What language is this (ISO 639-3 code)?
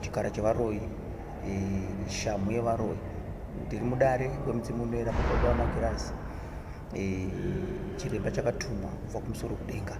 sna